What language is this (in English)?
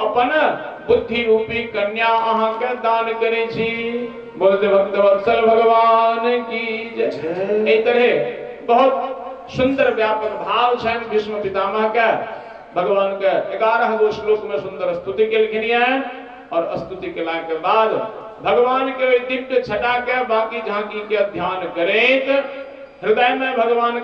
Maithili